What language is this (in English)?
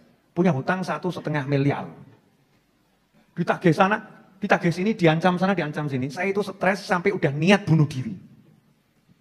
Indonesian